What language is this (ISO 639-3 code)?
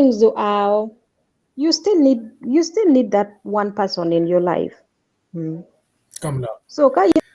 ach